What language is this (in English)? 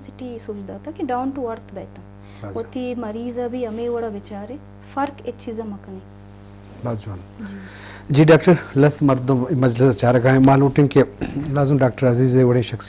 Eastern Balochi